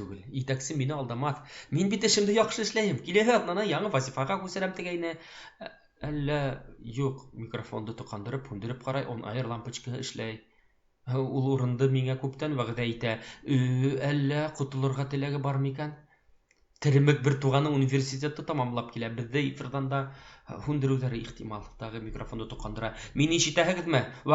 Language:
Bashkir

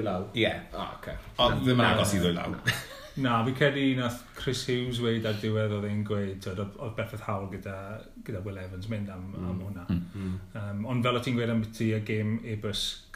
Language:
Welsh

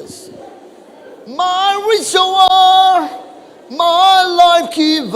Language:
Naga Pidgin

